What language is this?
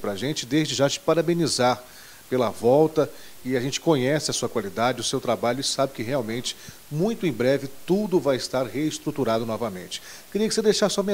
Portuguese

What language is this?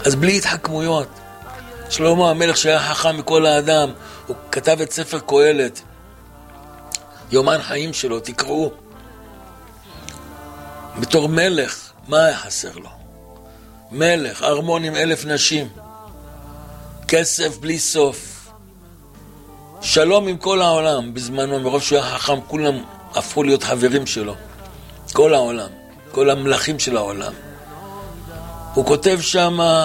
Hebrew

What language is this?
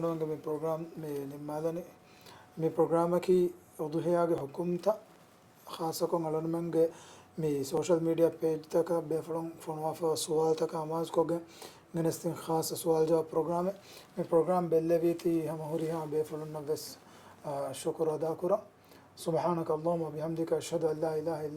Divehi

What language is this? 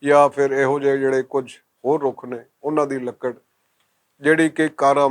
Western Panjabi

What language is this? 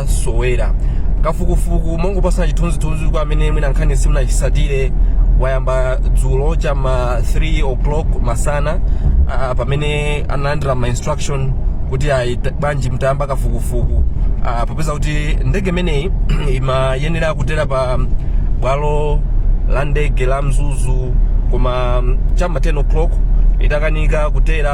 Nyanja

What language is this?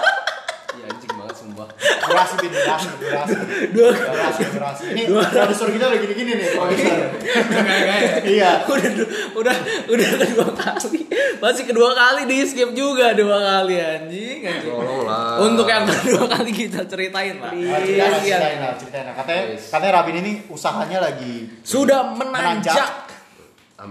Indonesian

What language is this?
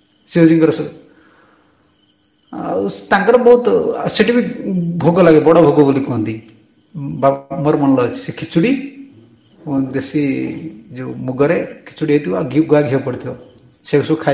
Odia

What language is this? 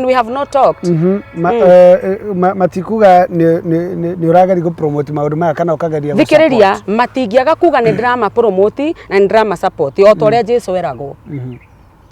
Kikuyu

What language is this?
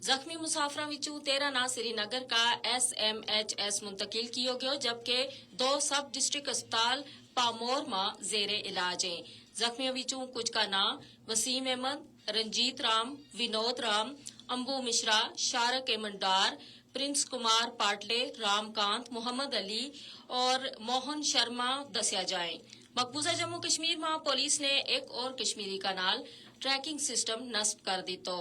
Gujari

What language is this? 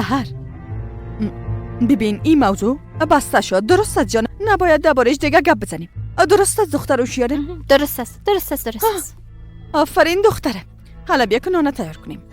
Persian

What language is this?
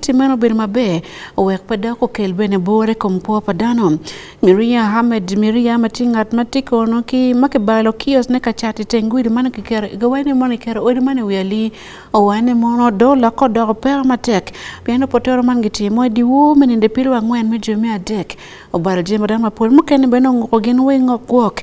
Acoli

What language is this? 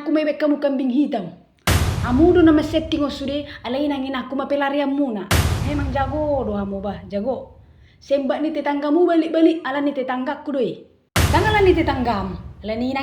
Batak Toba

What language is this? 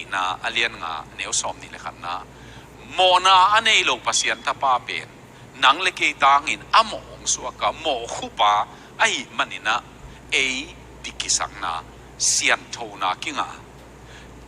Tedim Chin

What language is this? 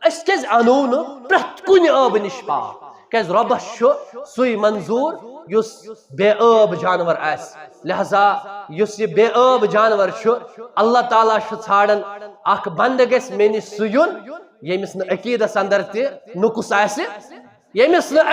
Kashmiri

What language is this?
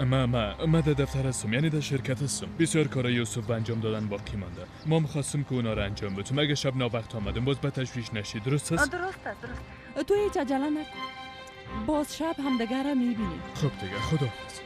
Persian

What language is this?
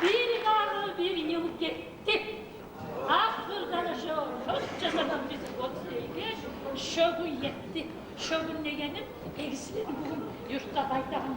Kumyk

